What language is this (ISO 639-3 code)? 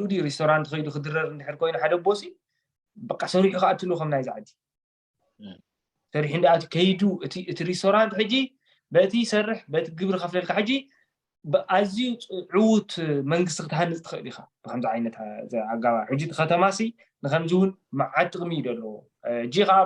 tir